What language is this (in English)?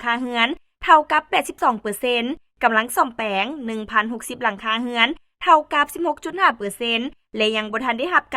Lao